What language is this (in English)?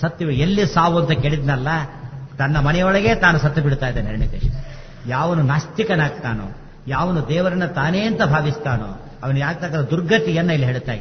Kannada